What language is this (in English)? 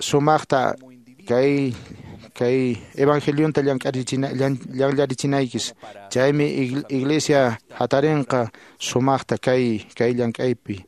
Quechua